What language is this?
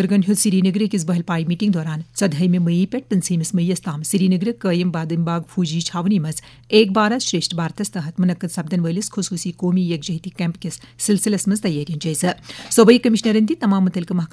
Kashmiri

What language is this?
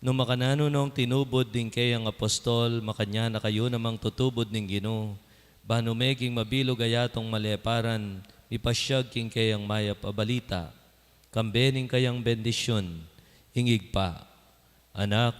Pampanga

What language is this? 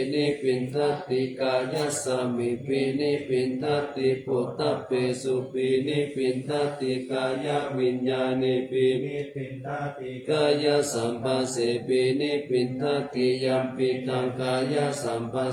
Pali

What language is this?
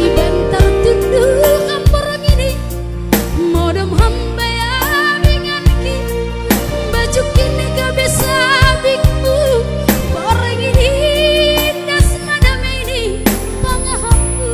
Batak Simalungun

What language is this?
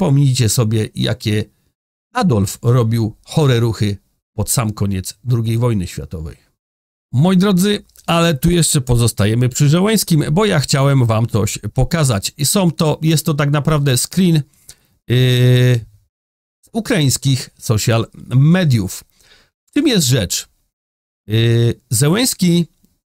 Polish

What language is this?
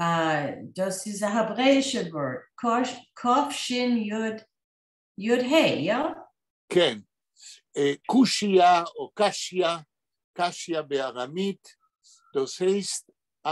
Yiddish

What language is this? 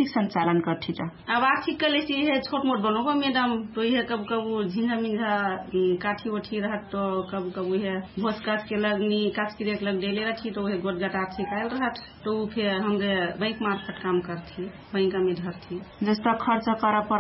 Dangaura Tharu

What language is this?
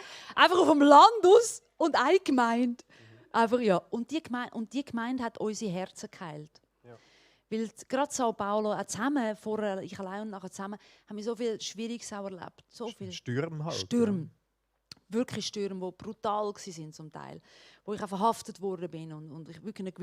Swiss German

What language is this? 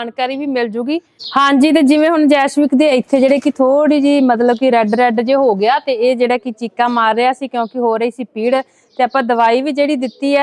Punjabi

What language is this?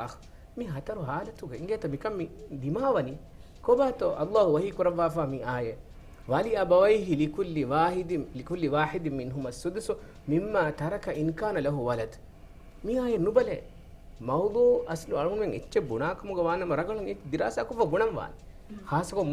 Divehi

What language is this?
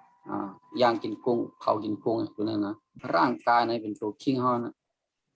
Shan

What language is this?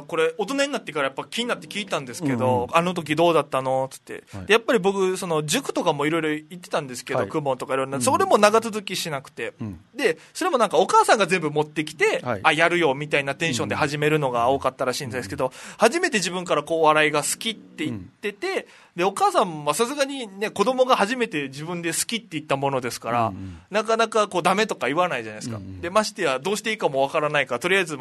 Japanese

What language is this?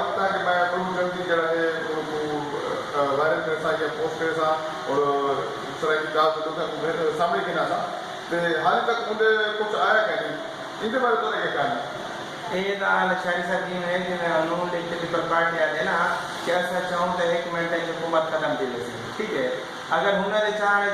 Saraiki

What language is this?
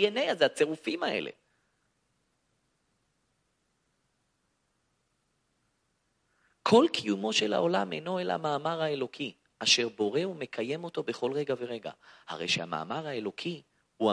Hebrew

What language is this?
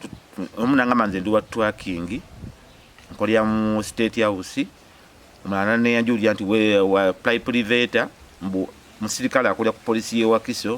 Ganda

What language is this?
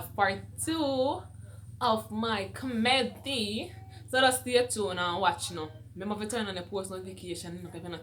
Jamaican Creole English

